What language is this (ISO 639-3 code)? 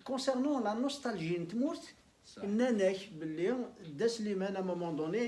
kab